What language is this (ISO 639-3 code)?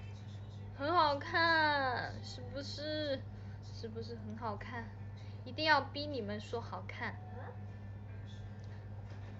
zho